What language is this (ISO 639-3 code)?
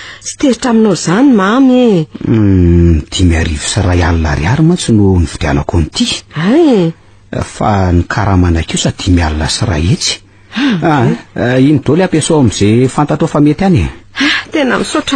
mlg